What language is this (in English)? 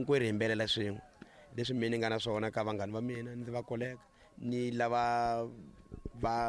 Tsonga